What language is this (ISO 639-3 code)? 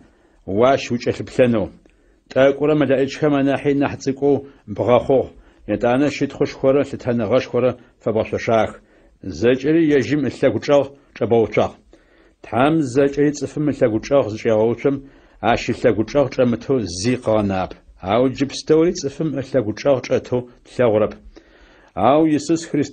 ady